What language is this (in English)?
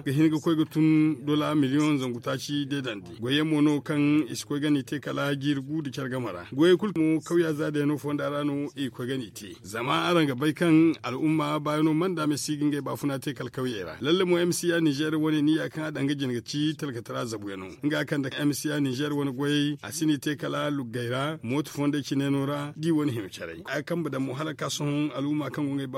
Zarma